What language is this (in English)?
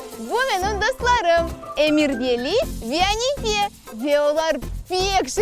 Crimean Tatar